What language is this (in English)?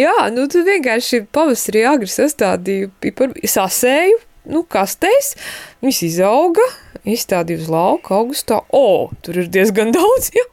Latvian